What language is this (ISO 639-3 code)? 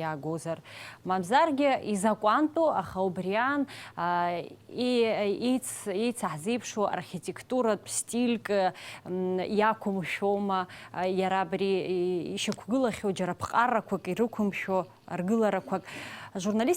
abk